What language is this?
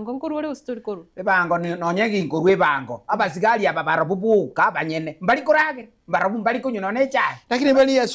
Gusii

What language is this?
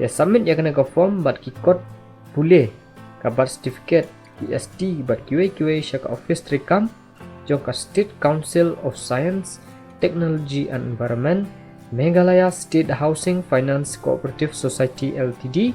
Khasi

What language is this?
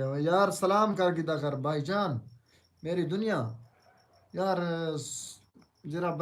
Saraiki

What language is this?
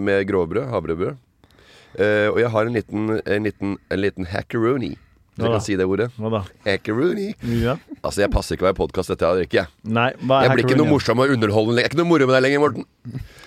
Norwegian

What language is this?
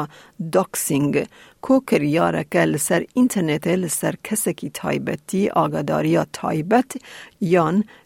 Kurdish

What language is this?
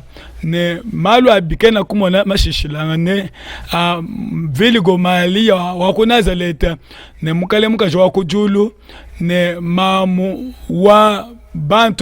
Luba-Lulua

